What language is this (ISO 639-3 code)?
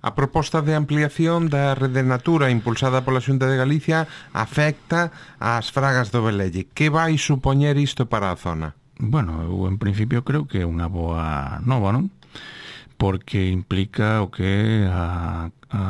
glg